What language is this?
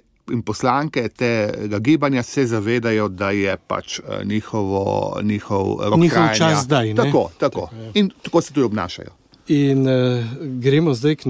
Slovenian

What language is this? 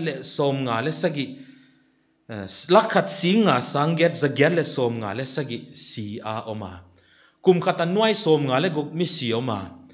Paite Chin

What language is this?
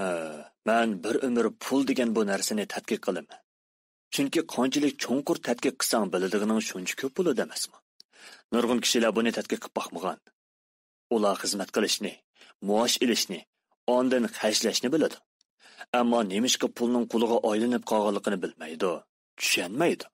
Uyghur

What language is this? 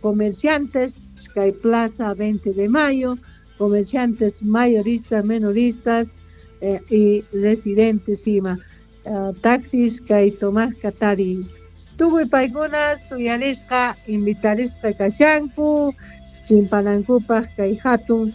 South Bolivian Quechua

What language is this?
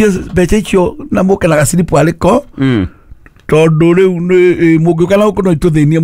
Kikuyu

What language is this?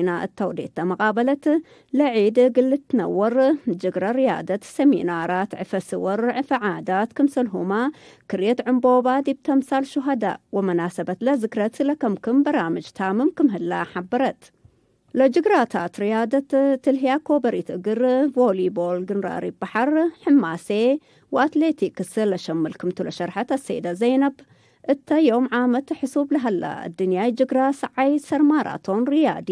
Tigre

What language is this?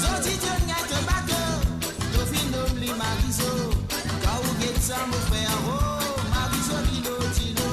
Morisyen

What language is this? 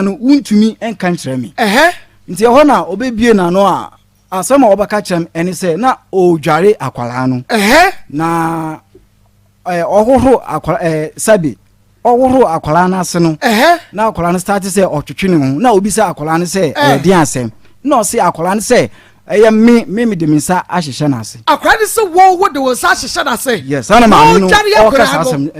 Akan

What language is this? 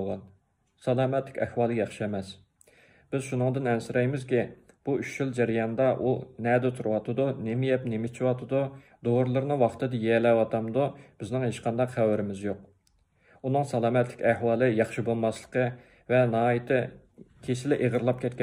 Uyghur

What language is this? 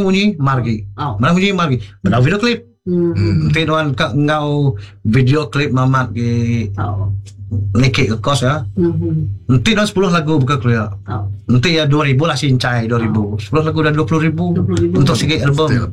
Iban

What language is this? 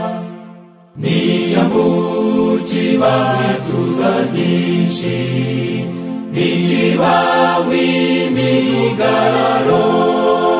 Kinyarwanda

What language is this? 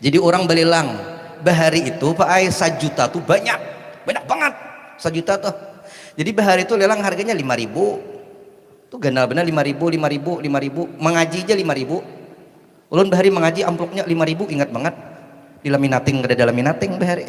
Banjar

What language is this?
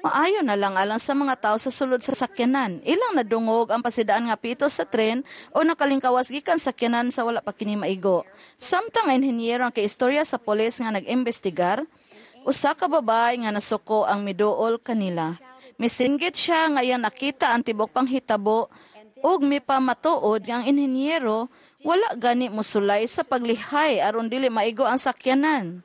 Cebuano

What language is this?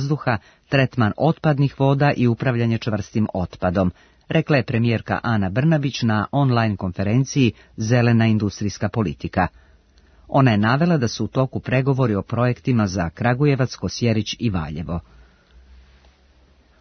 Serbian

